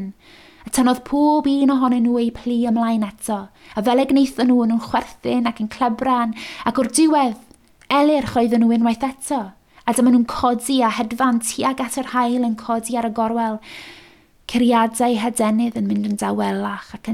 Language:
Welsh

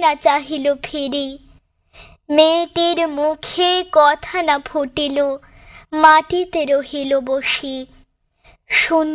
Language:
Bangla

